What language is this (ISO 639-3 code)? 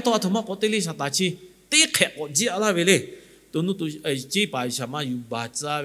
lhu